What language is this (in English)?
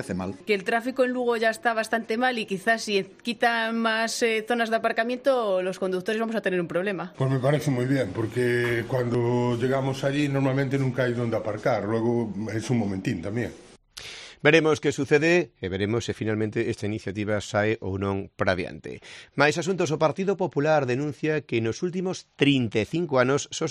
Galician